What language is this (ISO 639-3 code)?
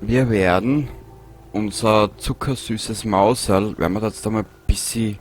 bar